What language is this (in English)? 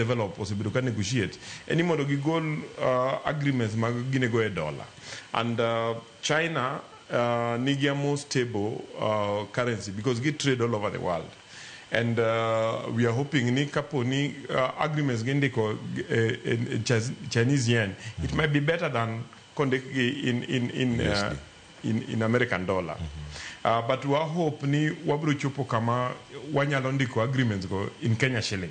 Luo (Kenya and Tanzania)